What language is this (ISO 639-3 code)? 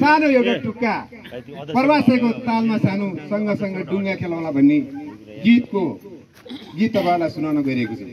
nep